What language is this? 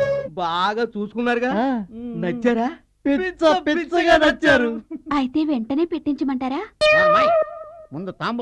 Telugu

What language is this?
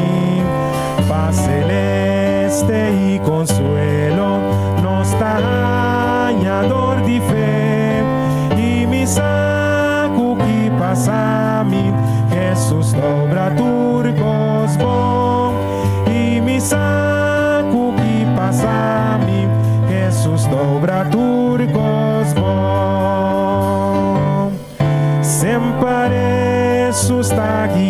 Papiamento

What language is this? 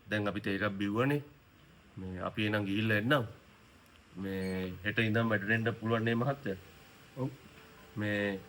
Sinhala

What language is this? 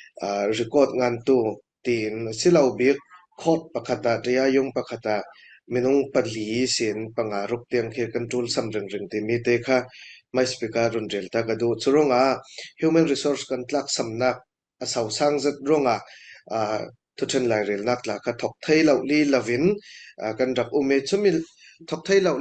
Falam Chin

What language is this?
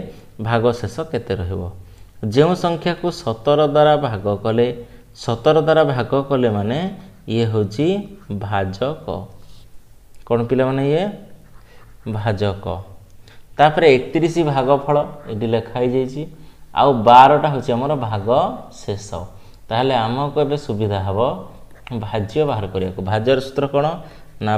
Odia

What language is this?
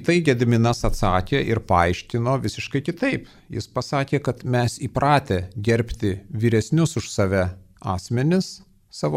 Lithuanian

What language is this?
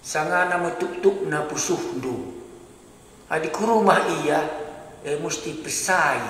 Batak Karo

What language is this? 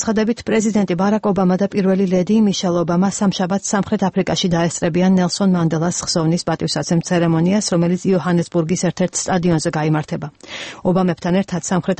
Georgian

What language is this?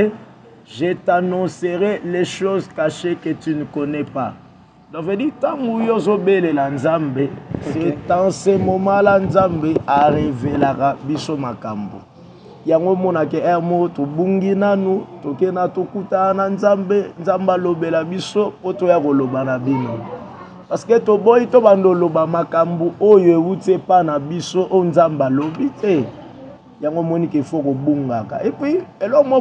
Lingala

